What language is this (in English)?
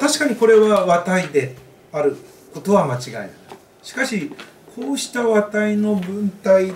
Japanese